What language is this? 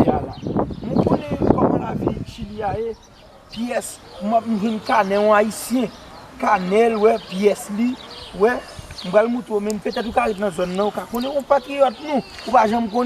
Haitian Creole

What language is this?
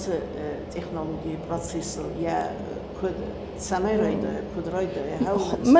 Ossetic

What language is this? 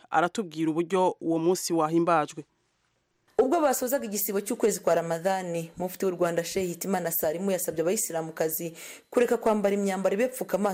Kinyarwanda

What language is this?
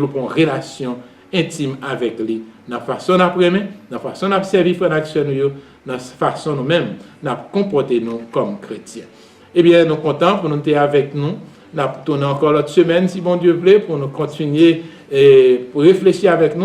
Haitian Creole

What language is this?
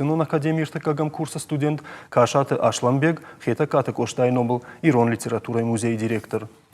Ossetic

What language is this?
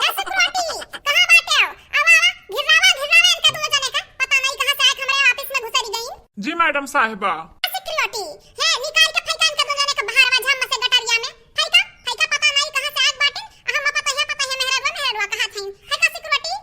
Awadhi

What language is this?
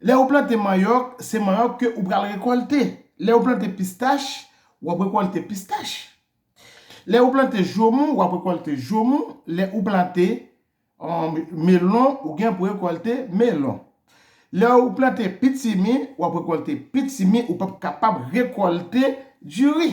Haitian Creole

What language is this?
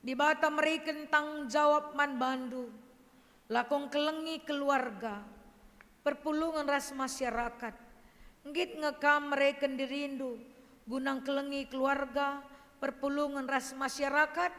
Batak Karo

